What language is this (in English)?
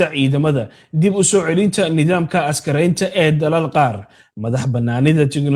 Somali